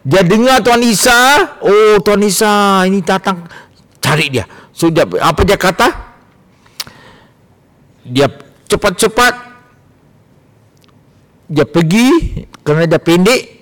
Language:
Malay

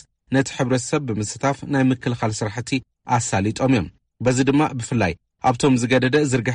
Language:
Tigrinya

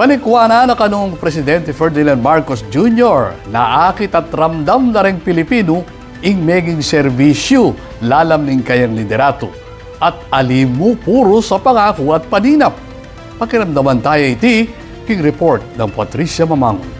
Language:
Pampanga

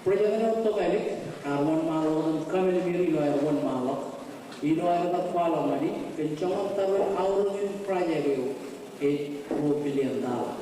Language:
Marshallese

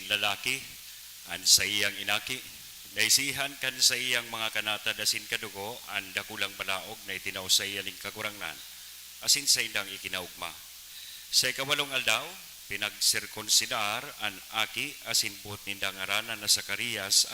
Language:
Bikol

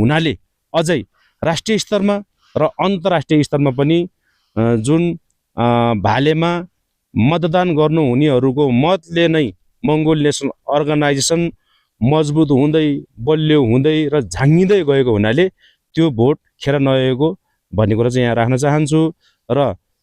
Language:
Nepali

